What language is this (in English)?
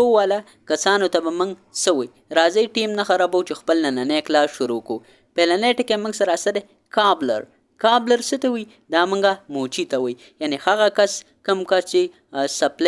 Pashto